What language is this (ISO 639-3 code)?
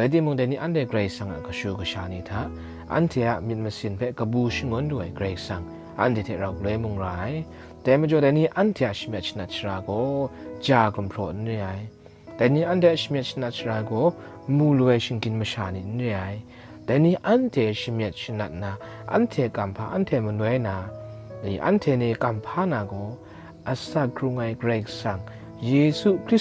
kac